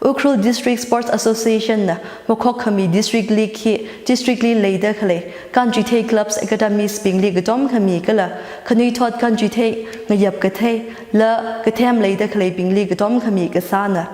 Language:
Tangkhul Naga (India)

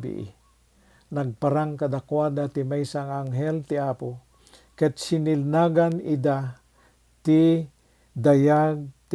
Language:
Iloko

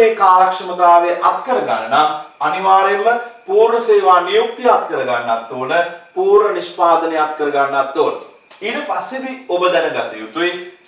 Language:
Sinhala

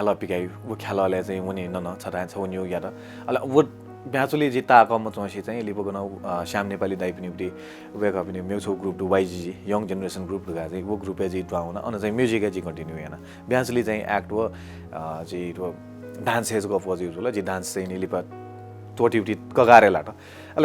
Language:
Newari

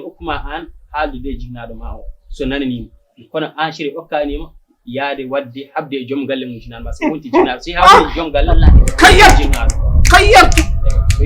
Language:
Fula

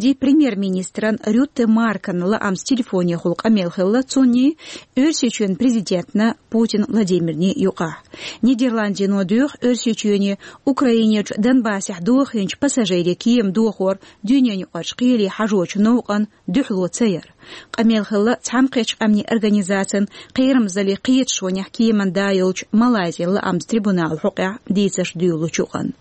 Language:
Chechen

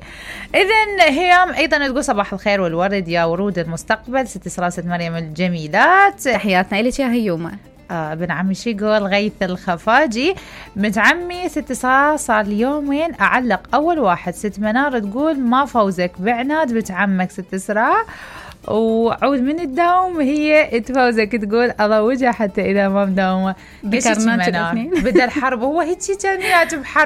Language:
Mesopotamian Arabic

